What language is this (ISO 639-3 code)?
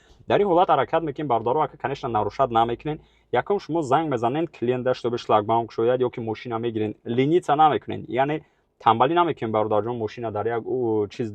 tgk